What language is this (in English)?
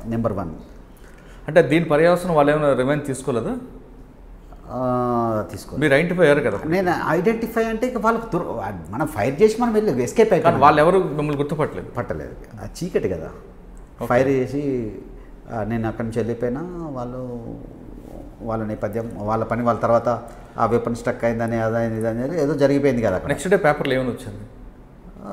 Telugu